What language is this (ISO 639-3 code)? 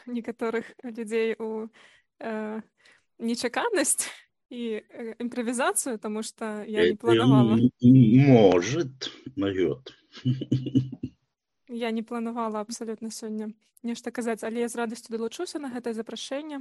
bel